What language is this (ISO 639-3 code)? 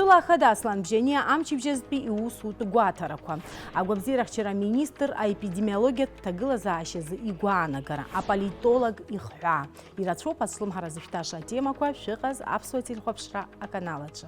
abk